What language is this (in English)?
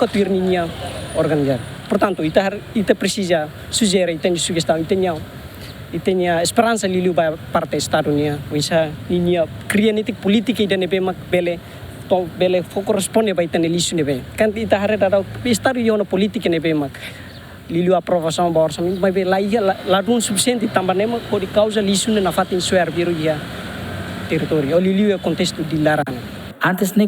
Tetum